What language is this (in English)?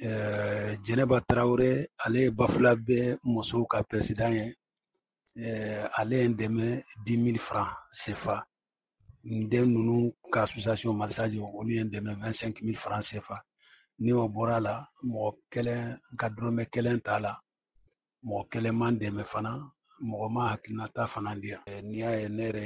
Bambara